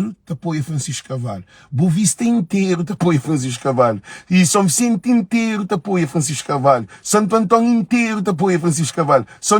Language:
Kabuverdianu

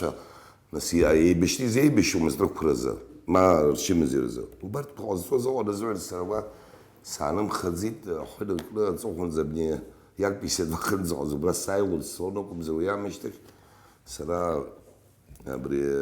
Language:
Abkhazian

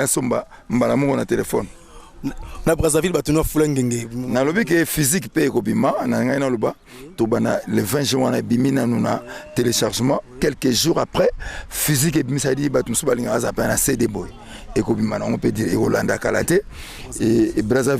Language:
Lingala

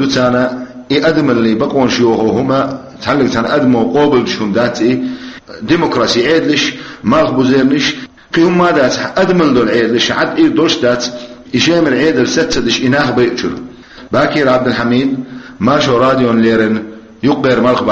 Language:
Chechen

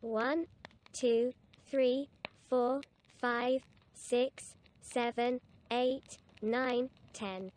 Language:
Welsh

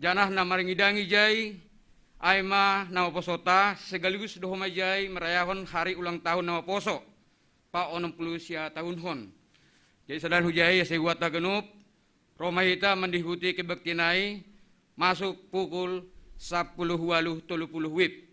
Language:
Batak Simalungun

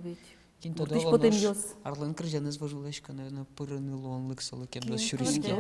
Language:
Udmurt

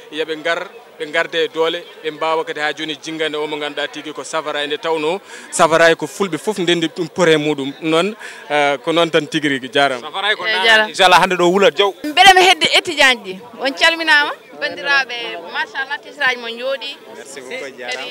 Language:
Fula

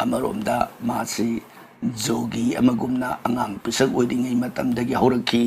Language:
Manipuri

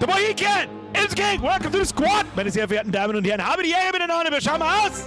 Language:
Bavarian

